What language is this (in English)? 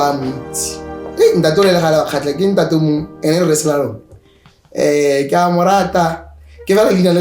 Tswana